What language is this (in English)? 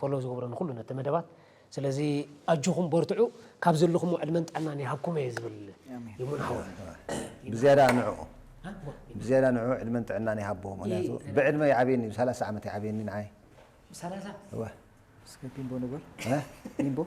Tigrinya